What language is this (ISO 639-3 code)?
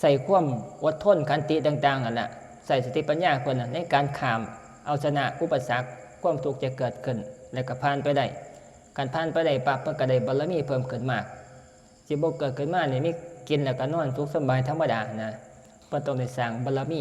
tts